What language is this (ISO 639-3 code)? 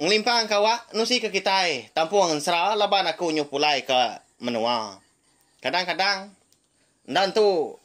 iba